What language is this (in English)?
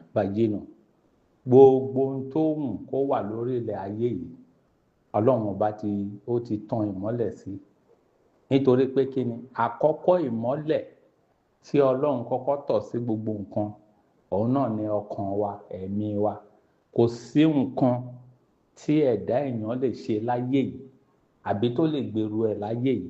Yoruba